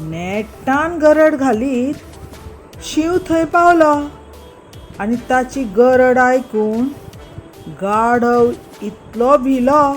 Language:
Konkani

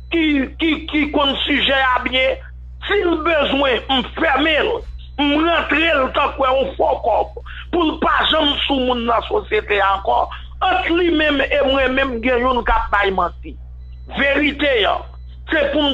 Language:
Haitian Creole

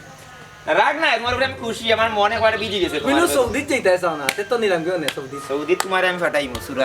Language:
Sylheti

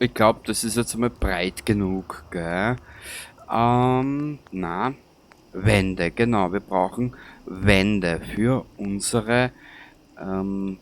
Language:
Bavarian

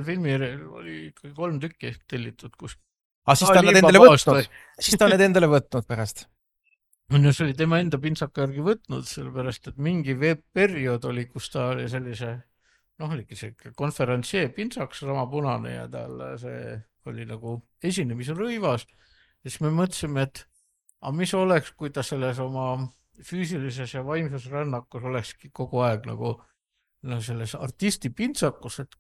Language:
Estonian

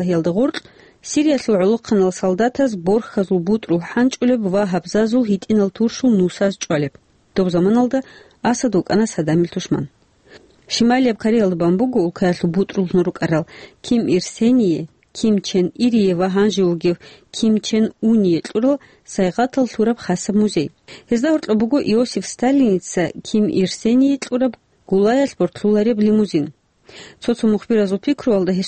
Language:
Avaric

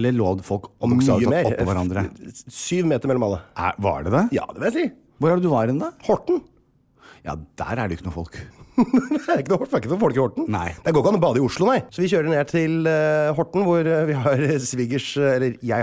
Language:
Norwegian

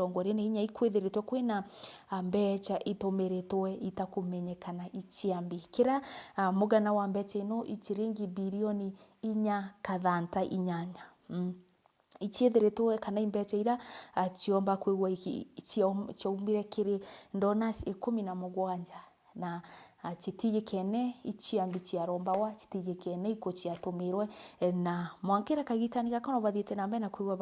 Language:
Meru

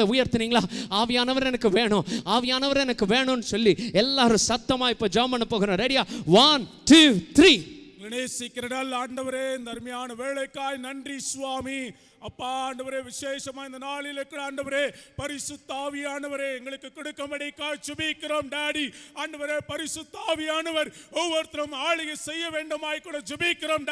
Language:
Tamil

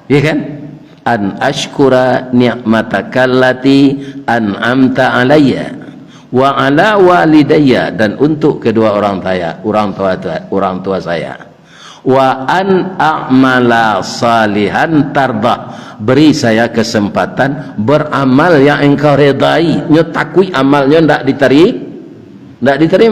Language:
Minangkabau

